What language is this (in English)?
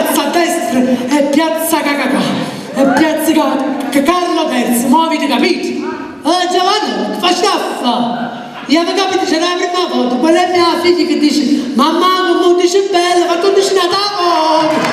Neapolitan